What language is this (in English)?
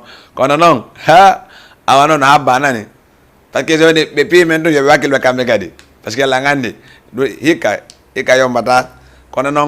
Fula